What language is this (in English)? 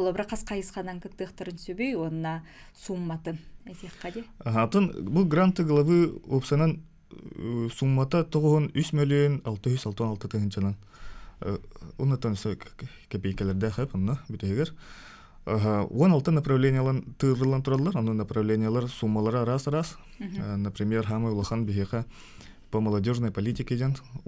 Yakut